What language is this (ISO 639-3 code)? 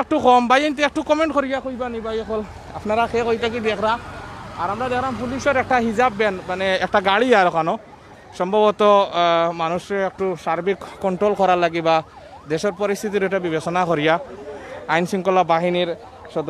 syl